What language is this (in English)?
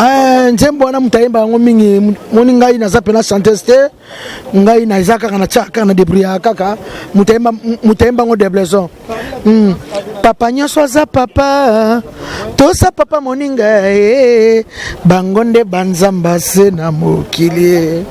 Lingala